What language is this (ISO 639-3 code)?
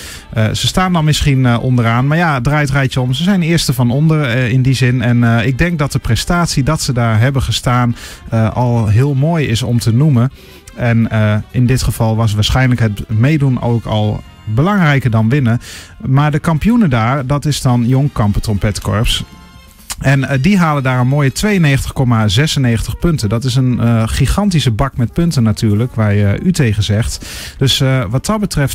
nld